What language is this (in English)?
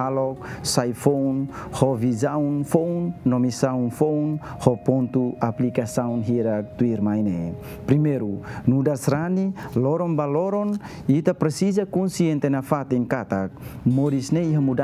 Tetum